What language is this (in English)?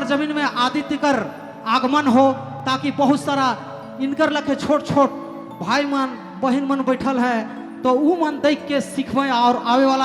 Sadri